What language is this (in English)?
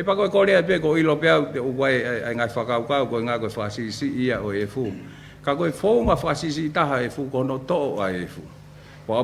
Tongan